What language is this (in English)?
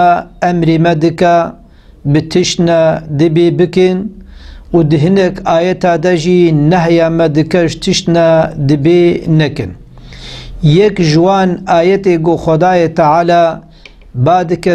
Kurdish